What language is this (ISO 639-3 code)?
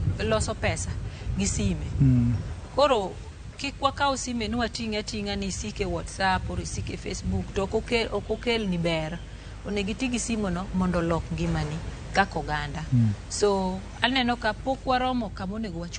luo